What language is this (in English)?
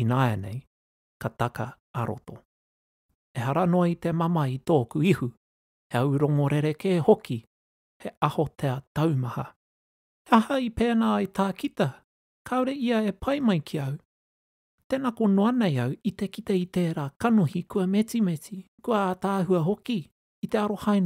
Māori